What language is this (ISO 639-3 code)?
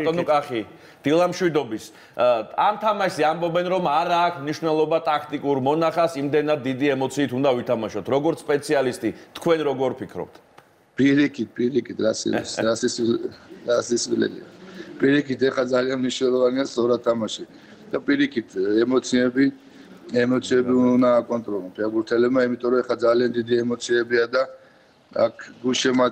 kat